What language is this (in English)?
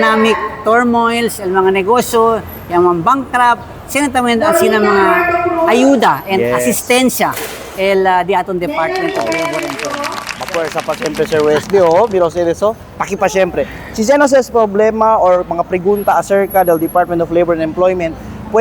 Chavacano